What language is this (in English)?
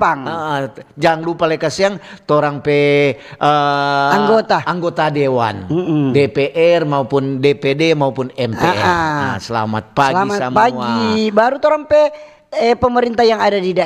Manado Malay